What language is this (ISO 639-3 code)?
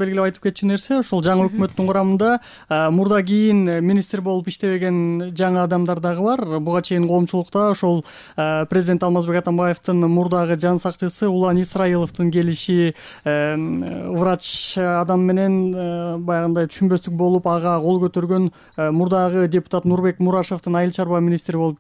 kir